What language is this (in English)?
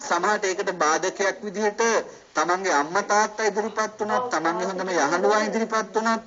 Sinhala